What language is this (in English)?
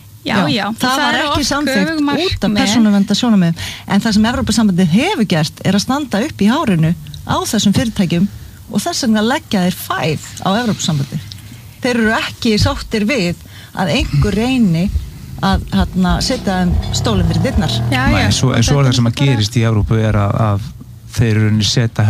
Icelandic